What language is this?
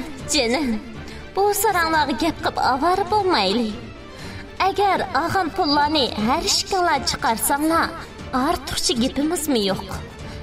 Uyghur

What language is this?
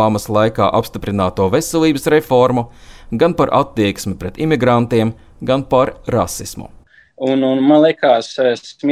Latvian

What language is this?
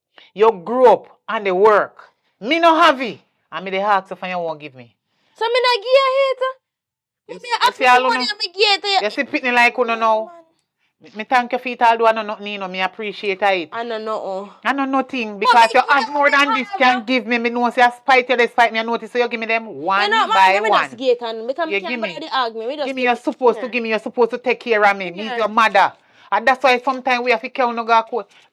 Jamaican Creole English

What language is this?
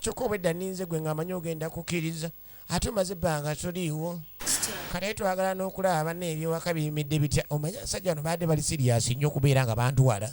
Ganda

